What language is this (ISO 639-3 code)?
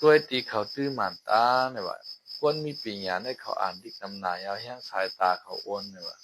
shn